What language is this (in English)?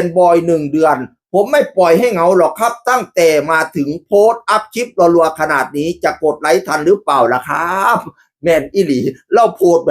Northeastern Thai